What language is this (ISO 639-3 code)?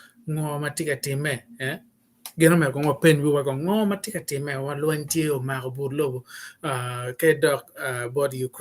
ach